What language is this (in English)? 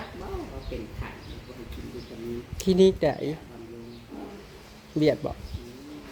Northeastern Thai